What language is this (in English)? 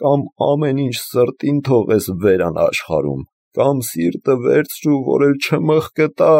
Armenian